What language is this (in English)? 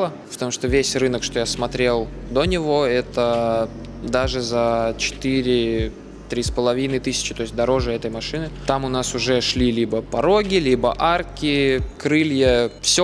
Russian